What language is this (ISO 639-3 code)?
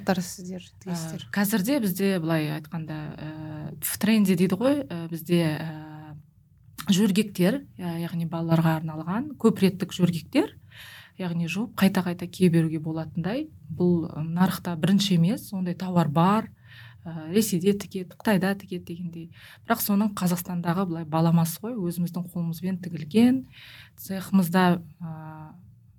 kaz